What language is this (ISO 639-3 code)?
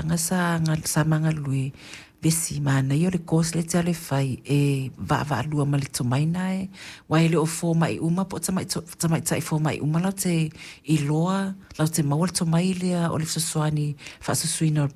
smo